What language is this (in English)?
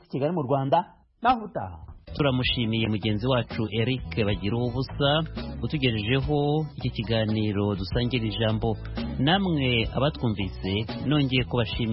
Kinyarwanda